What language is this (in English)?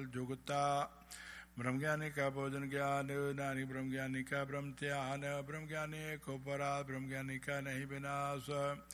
Punjabi